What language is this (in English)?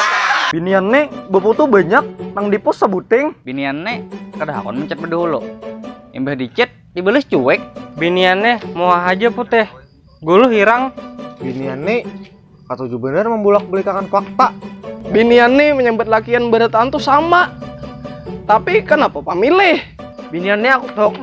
Banjar